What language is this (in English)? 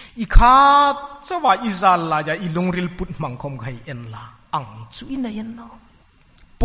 Hmar